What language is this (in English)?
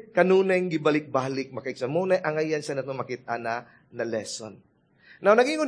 Cebuano